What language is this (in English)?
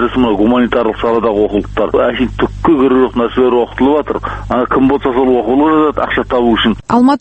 Kazakh